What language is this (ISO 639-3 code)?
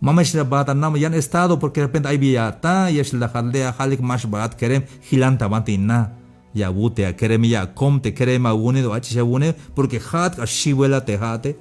tzh